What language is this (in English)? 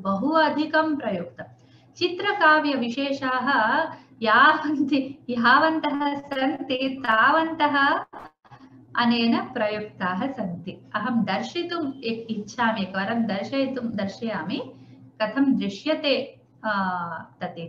Sanskrit